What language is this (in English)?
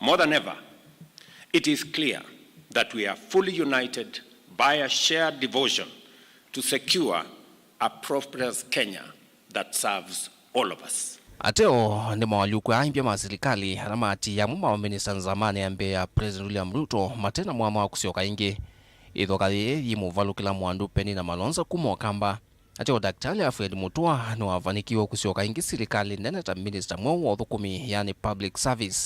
Kamba